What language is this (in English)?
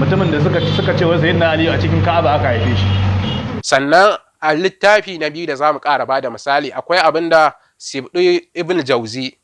Hausa